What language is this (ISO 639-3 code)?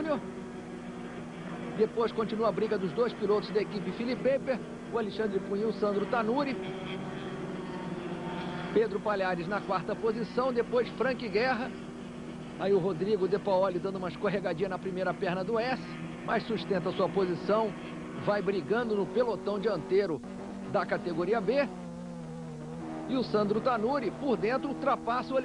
por